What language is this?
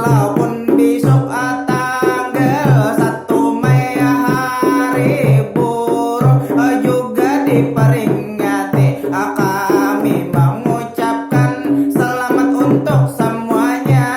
Banjar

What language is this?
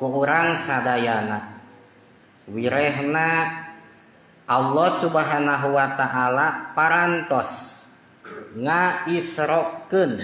Sundanese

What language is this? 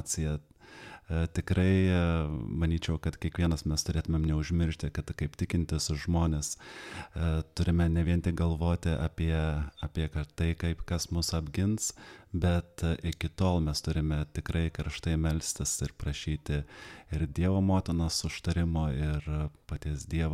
Lithuanian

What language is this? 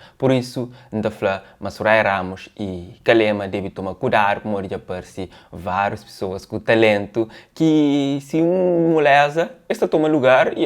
Kabuverdianu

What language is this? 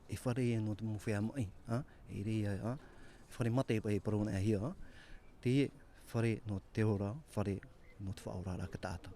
Tahitian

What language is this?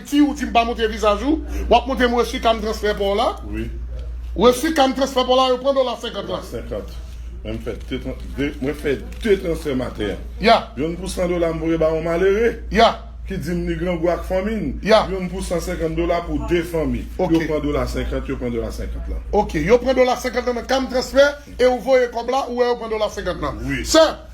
Haitian Creole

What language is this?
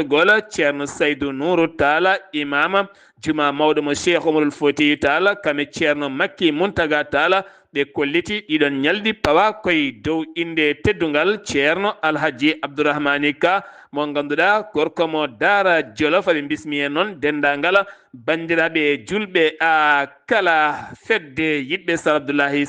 Fula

